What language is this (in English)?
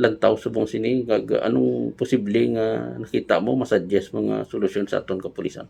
Hiligaynon